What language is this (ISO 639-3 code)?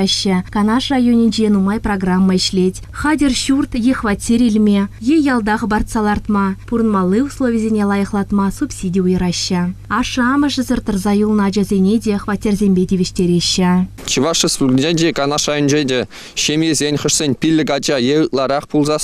chv